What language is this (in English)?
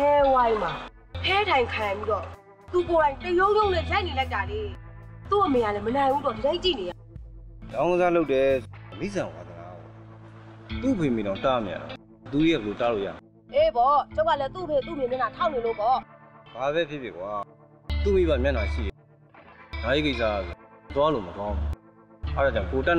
Burmese